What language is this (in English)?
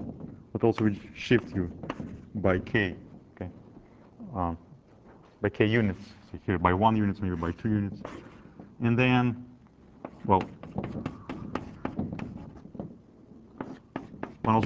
English